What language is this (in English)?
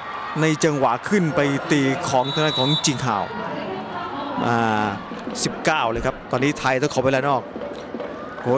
Thai